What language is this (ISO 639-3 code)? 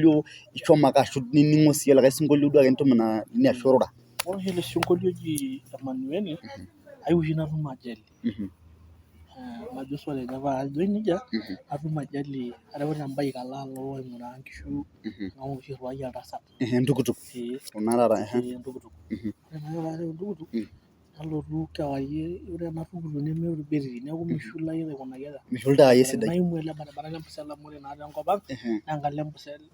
mas